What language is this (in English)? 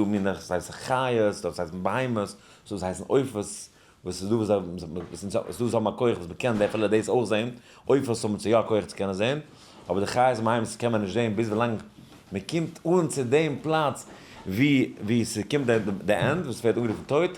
Yiddish